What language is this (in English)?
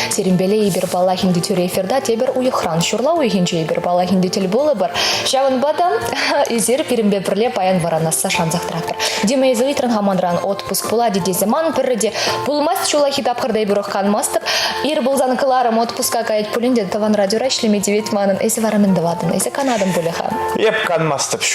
Chuvash